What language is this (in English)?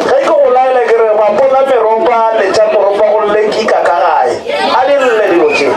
Northern Sotho